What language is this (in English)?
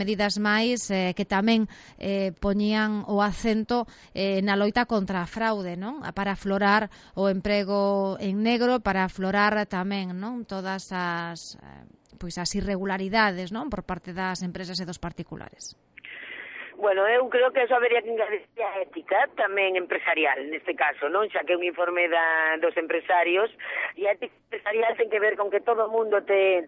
Galician